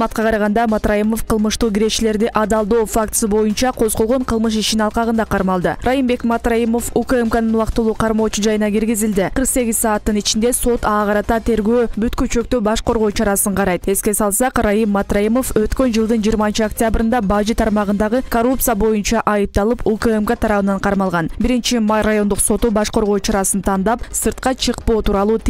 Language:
Kyrgyz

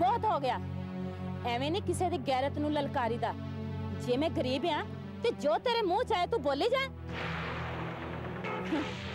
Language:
Punjabi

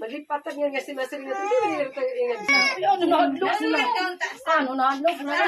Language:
Waray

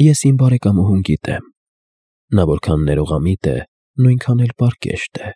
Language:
Armenian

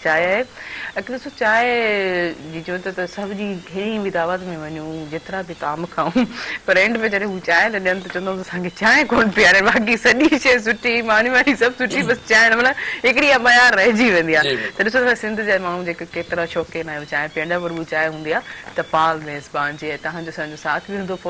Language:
Sindhi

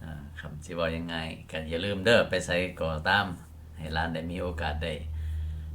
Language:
Lao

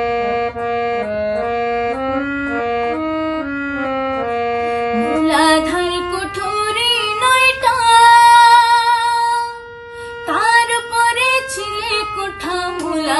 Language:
Bangla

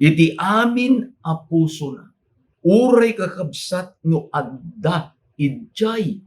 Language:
Iloko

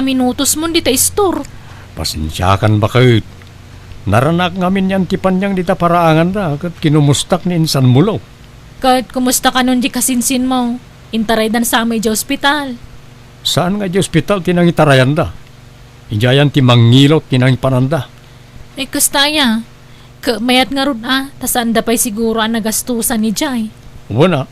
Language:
Iloko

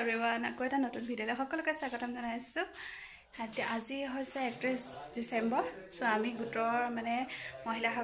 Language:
Assamese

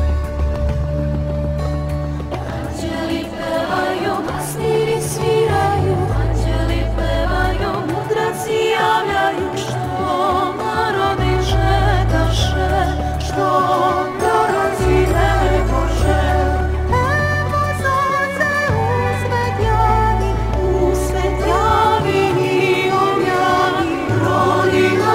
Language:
Serbian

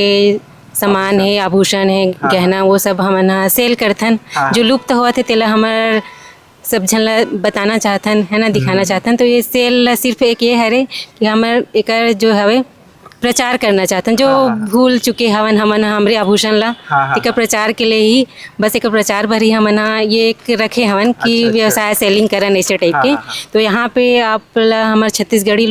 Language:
Chhattisgarhi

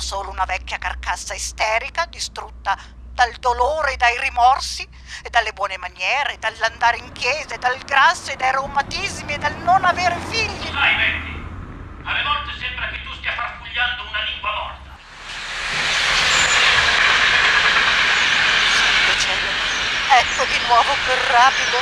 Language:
Italian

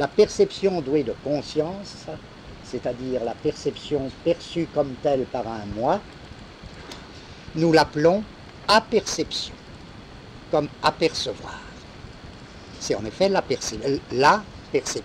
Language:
French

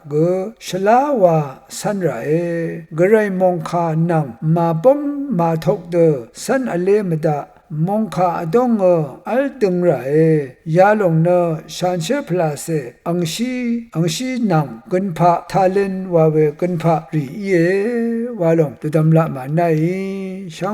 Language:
Rawang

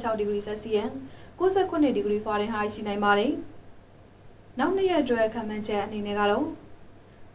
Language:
Burmese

